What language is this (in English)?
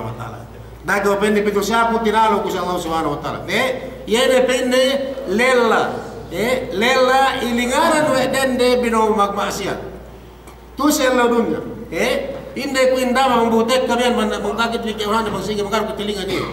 Yakan